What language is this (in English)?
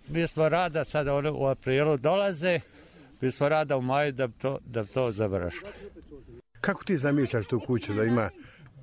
Serbian